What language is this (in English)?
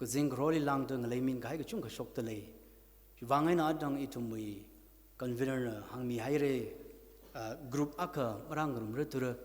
Tangkhul Naga (India)